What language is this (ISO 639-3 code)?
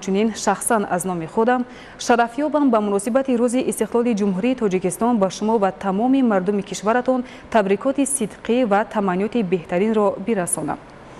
tgk